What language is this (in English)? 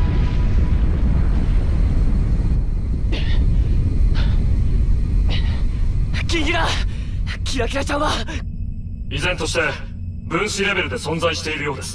Japanese